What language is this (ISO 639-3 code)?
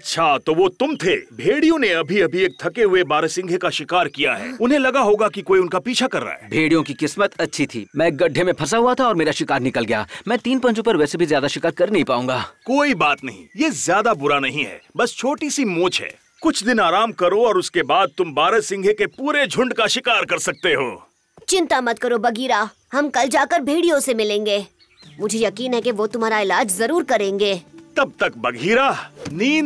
hin